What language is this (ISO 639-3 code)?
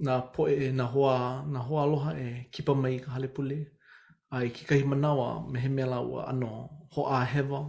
haw